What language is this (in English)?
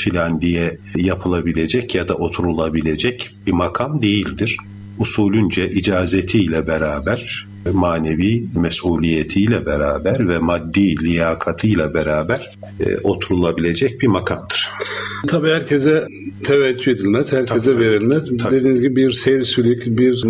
Turkish